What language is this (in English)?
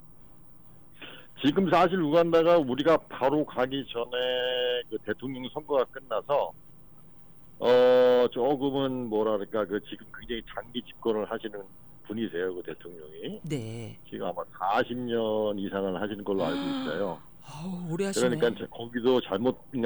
Korean